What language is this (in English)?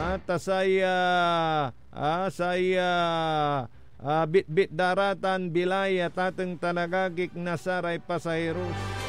Pangasinan